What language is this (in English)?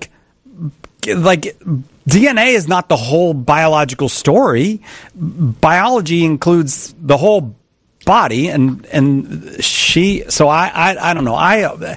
English